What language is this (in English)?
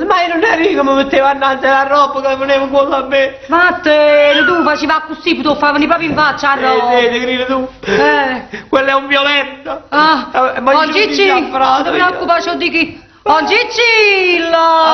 Neapolitan